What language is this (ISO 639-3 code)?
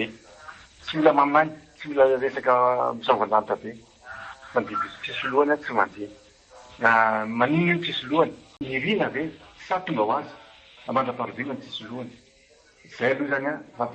mlg